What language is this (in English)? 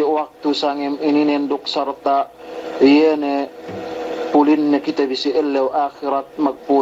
Yakan